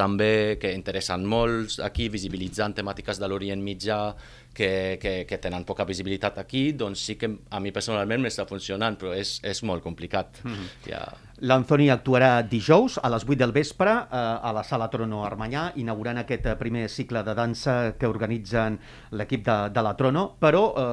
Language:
Catalan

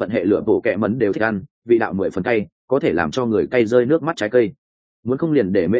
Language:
Vietnamese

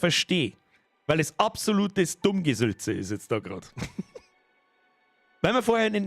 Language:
Bavarian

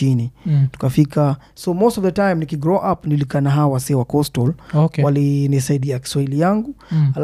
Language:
Swahili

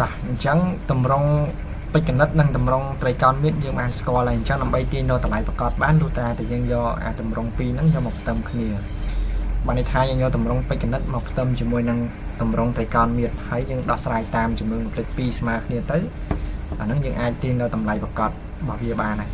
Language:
Khmer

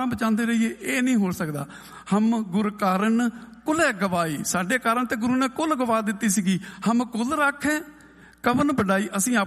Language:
Punjabi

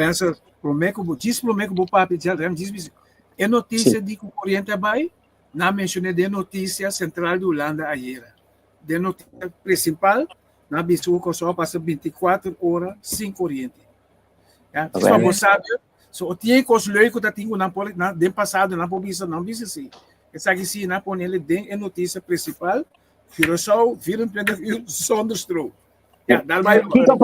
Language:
Papiamento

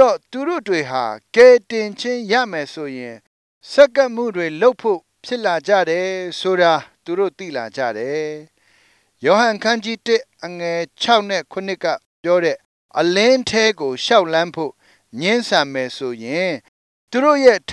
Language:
Burmese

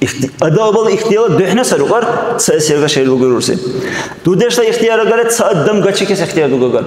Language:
Dargwa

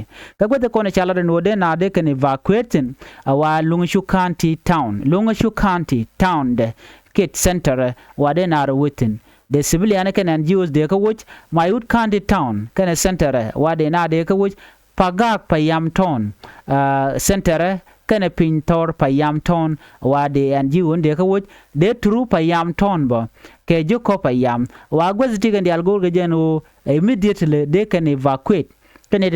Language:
Nuer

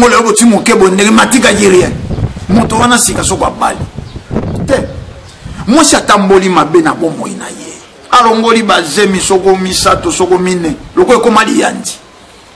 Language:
Lingala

